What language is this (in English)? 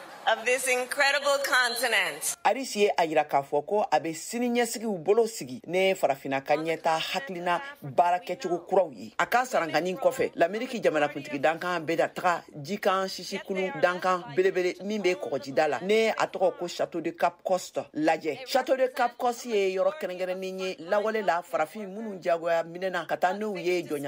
Bambara